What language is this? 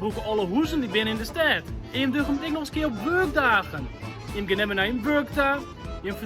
Western Frisian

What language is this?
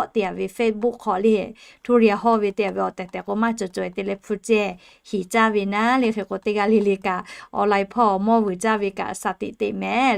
Lahu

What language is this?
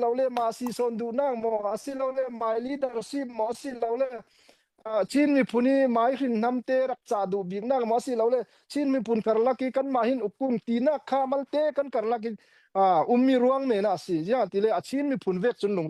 Falam Chin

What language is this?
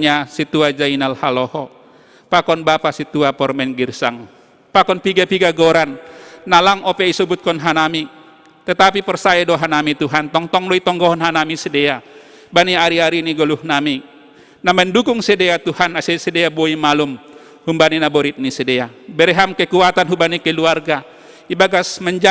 Batak Simalungun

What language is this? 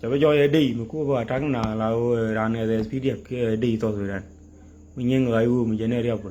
Nuer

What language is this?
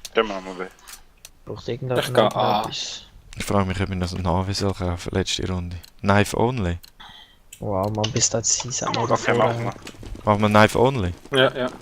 Swiss German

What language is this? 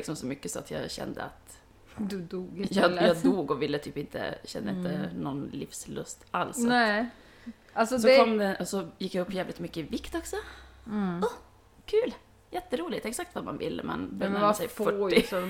Swedish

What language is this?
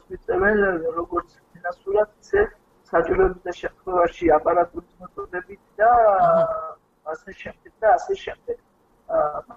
Georgian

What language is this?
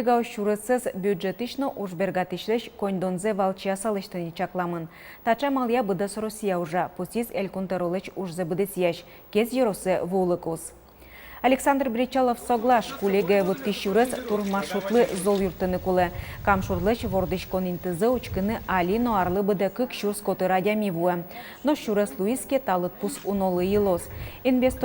Udmurt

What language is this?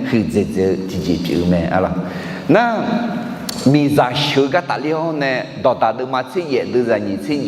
Akha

